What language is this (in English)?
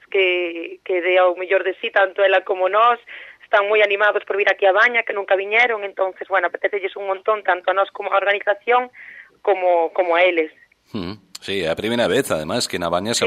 Galician